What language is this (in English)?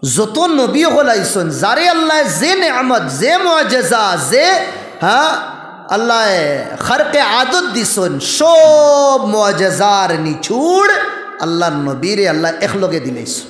Sylheti